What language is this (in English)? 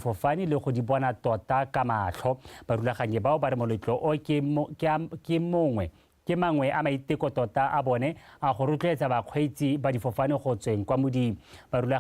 Tswana